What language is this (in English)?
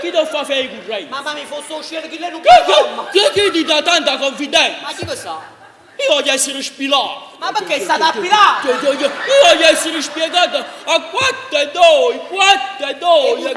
Neapolitan